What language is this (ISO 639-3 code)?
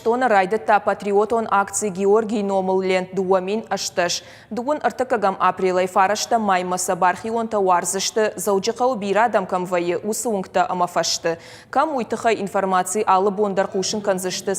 oss